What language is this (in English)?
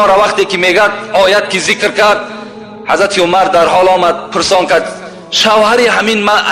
Tajik